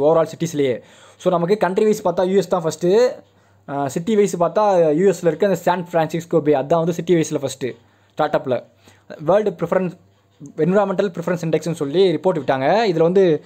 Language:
Tamil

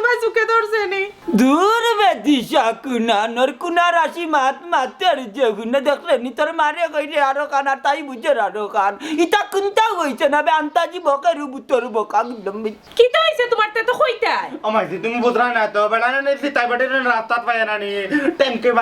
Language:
Sylheti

